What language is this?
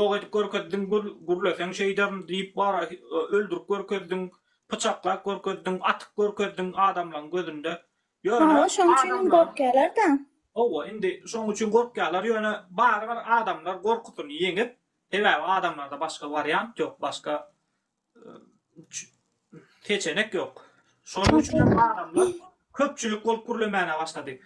Turkmen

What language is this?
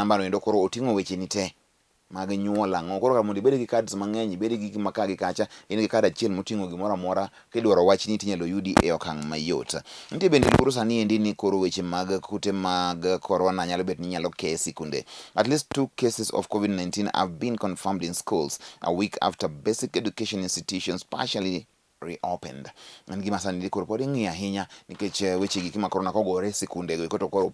Luo (Kenya and Tanzania)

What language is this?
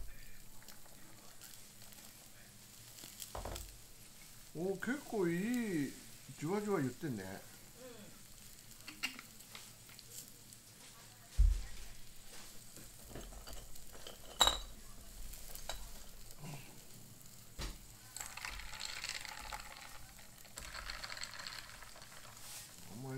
Japanese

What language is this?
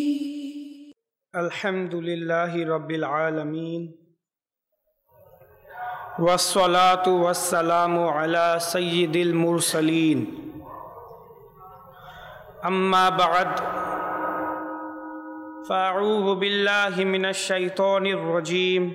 Bangla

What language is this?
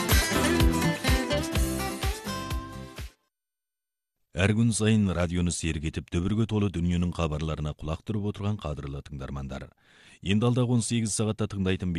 Kazakh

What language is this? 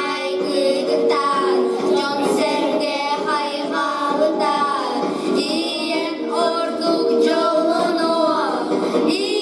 Yakut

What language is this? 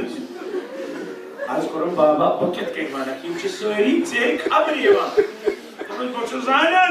Kashmiri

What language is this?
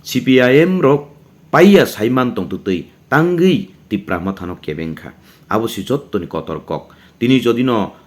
Kok Borok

